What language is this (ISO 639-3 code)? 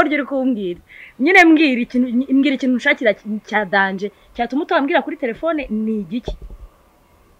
kin